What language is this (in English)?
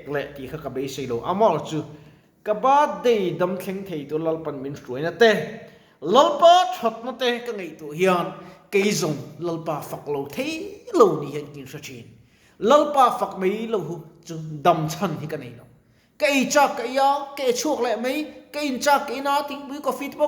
Mizo